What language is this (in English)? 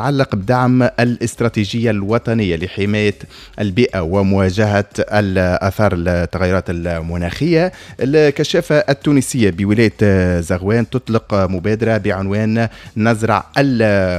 Tunisian Arabic